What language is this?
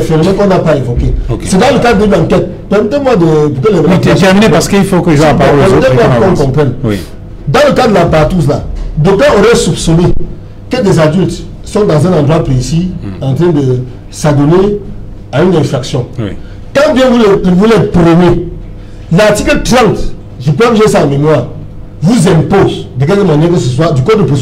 French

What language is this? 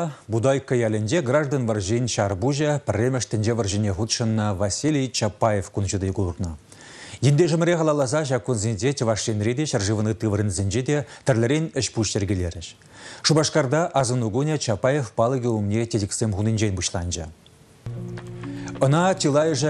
Chuvash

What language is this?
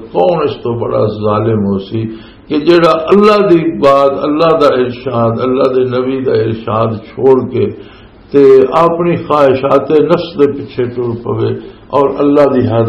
Western Panjabi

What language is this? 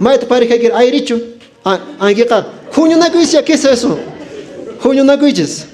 Quechua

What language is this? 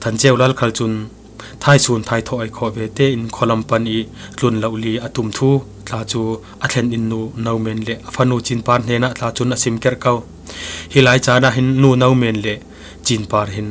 Falam Chin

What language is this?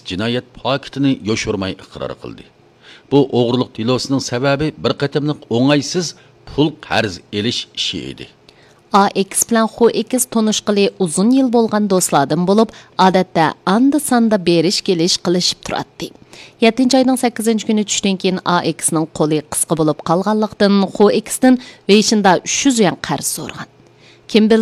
Uyghur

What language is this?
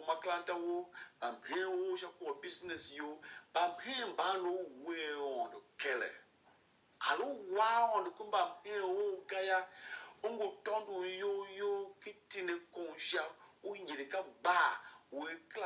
Tiv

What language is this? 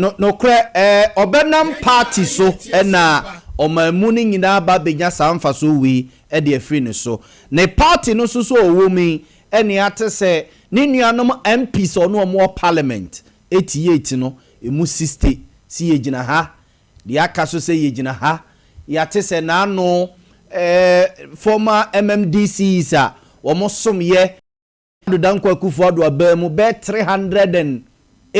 Akan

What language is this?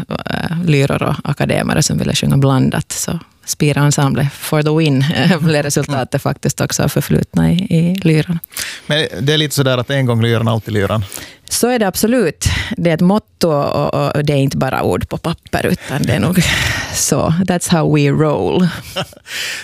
Swedish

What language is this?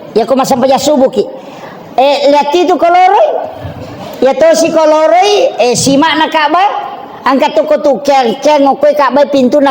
Buginese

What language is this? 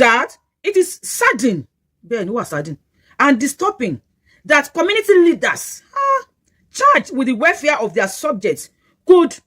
Yoruba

